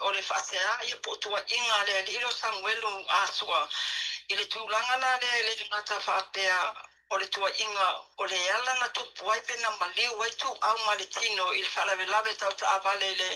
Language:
Samoan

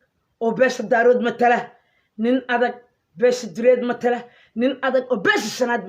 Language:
Somali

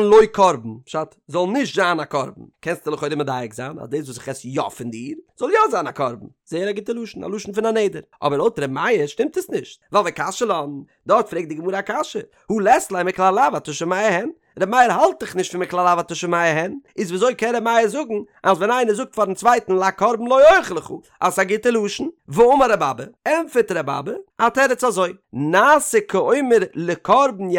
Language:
Yiddish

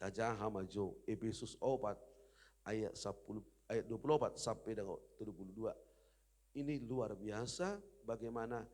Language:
Batak Toba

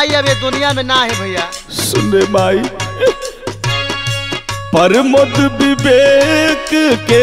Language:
Bhojpuri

